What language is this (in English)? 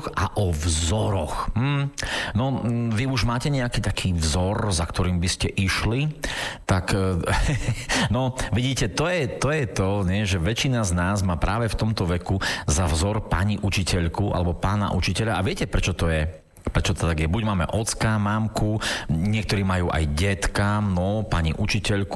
Slovak